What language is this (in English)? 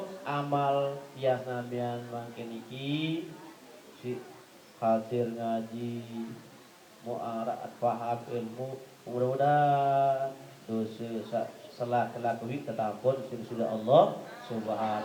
Sasak